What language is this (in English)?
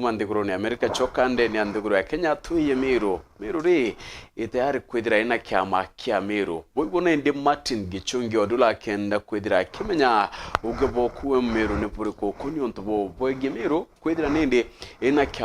Meru